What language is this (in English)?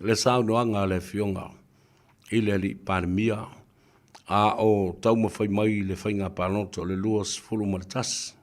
Samoan